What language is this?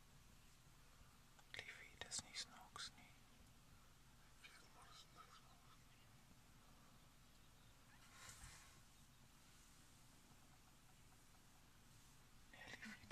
Afrikaans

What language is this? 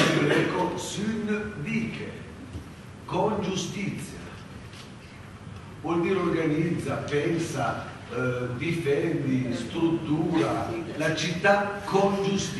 Italian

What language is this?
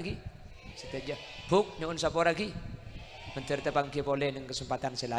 Madurese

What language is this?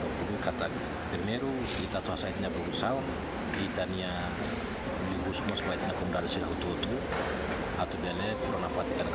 Tetum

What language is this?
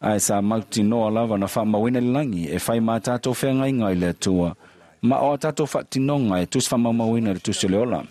Samoan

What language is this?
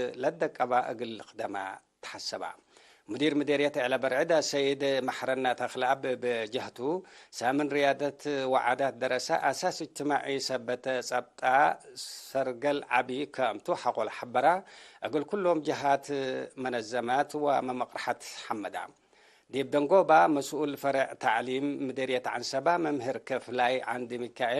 Tigre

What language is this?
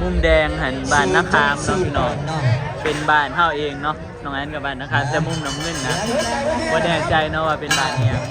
Northeastern Thai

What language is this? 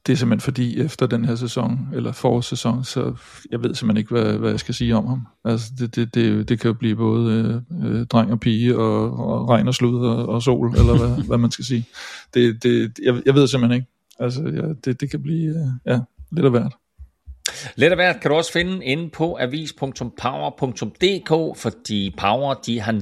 Danish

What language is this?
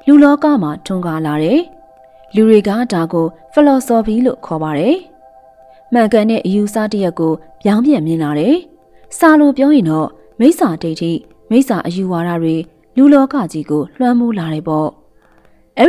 Burmese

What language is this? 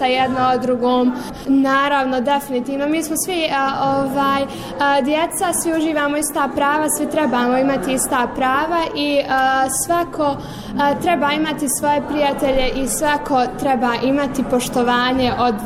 Bosnian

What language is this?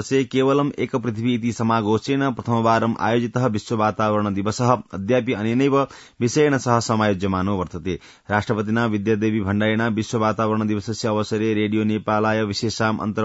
Sanskrit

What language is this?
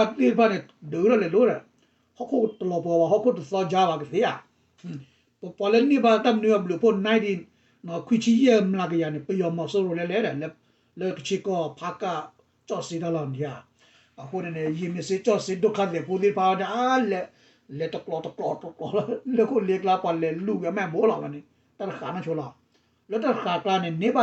S'gaw Karen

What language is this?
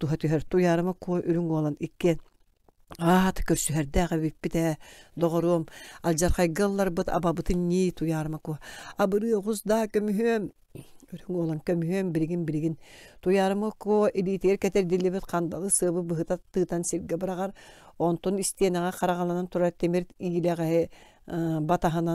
Yakut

